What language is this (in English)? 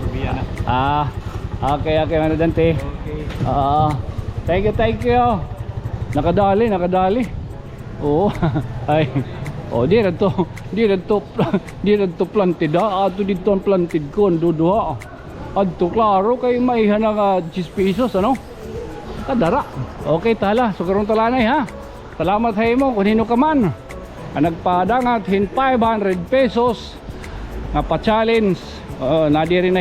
Waray